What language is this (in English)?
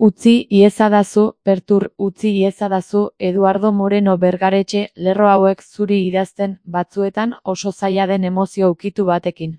Basque